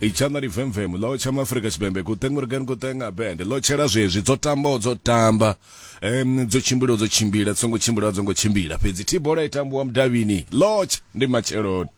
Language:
Venda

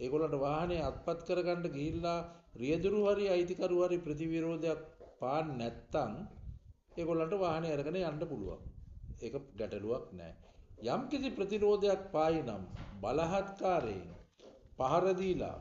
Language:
Sinhala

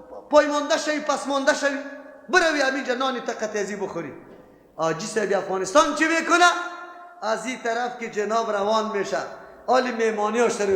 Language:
Persian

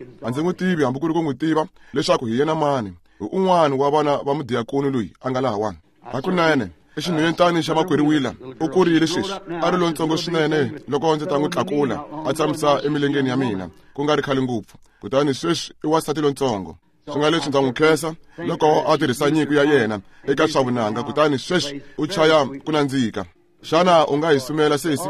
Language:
Tsonga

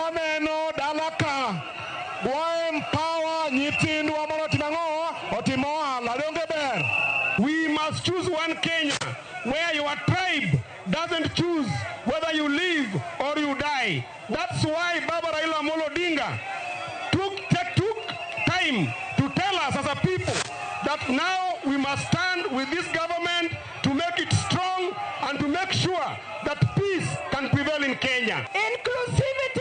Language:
Luo (Kenya and Tanzania)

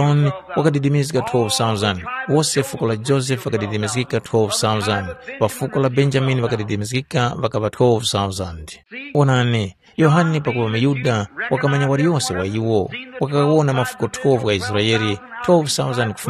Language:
Tumbuka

